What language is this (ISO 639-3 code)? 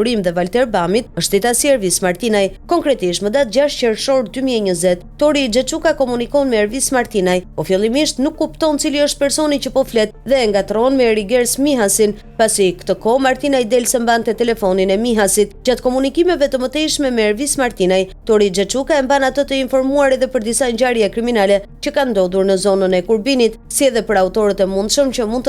sqi